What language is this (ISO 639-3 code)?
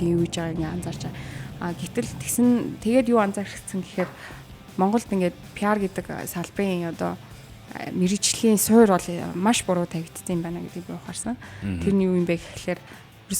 mon